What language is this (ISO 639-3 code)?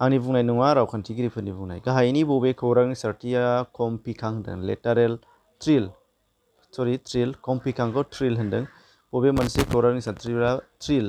brx